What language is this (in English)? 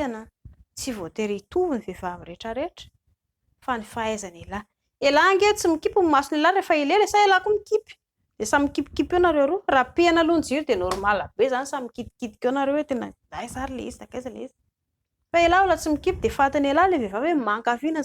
Malagasy